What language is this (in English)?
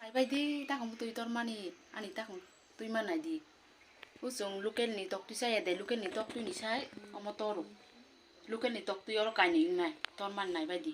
Kok Borok